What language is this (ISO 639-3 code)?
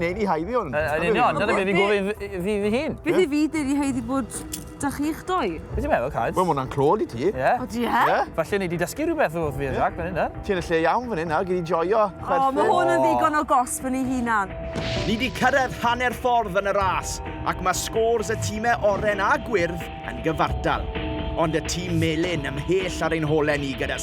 cym